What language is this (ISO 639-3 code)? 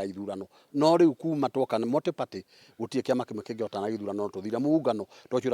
kik